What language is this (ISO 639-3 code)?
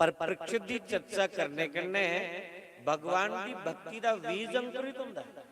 doi